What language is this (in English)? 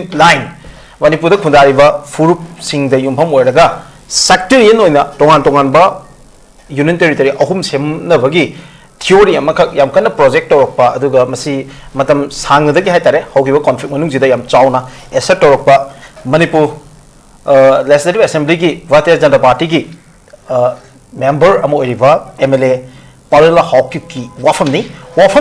Manipuri